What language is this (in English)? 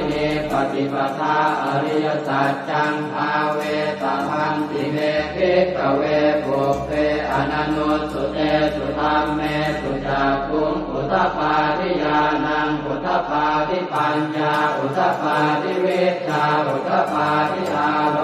Pali